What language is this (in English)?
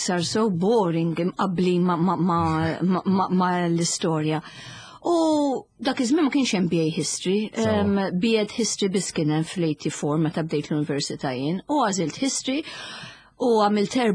Maltese